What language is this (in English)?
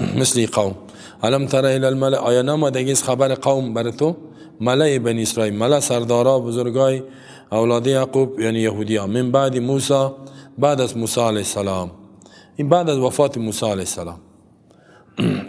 Persian